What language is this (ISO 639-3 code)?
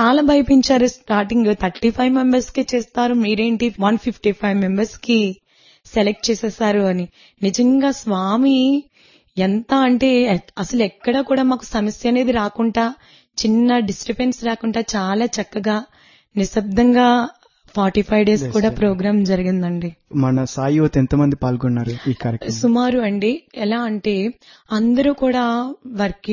tel